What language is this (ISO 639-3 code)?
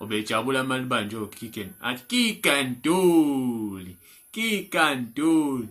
zul